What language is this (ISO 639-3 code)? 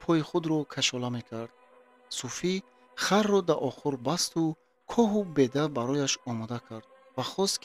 tgk